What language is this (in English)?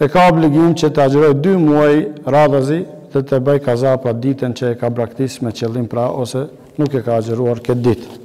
Albanian